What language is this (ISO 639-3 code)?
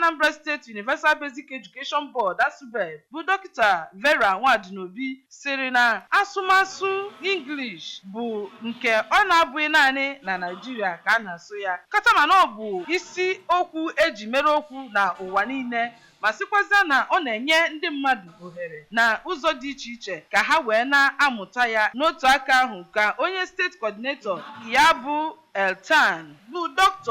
ibo